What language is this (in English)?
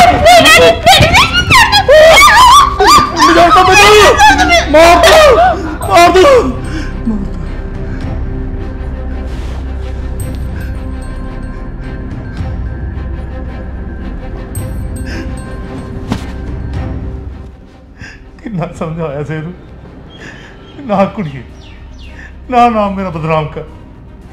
Punjabi